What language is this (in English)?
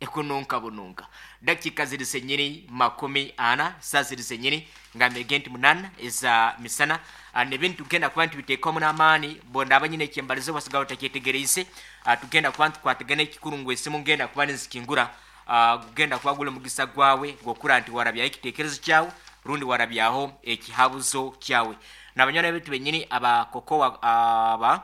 Nyankole